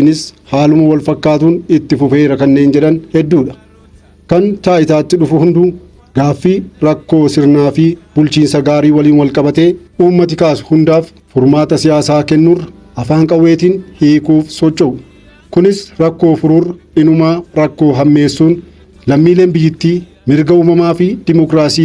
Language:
Oromo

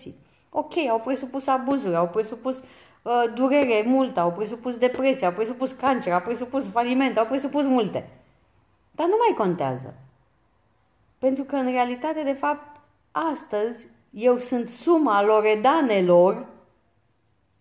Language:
Romanian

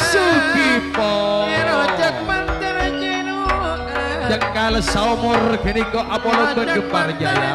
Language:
Madurese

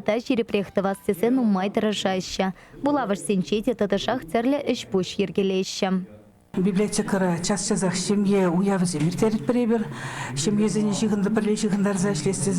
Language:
Chuvash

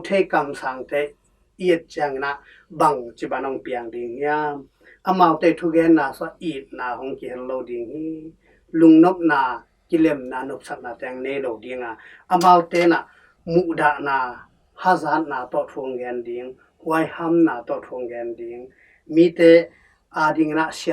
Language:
Tedim Chin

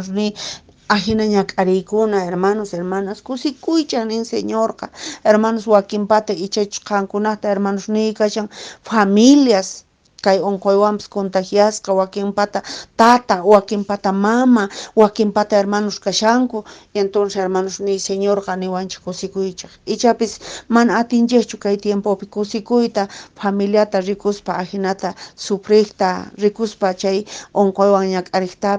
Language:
Quechua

